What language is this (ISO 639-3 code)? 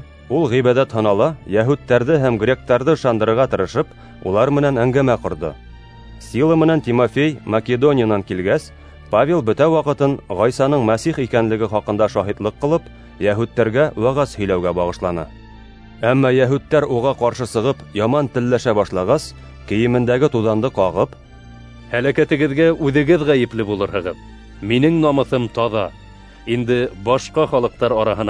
bak